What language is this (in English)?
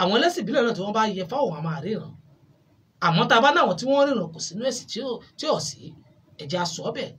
Yoruba